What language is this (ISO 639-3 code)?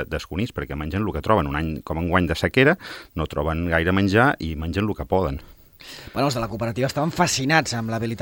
cat